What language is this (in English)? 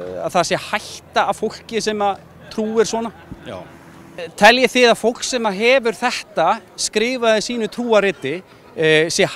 Icelandic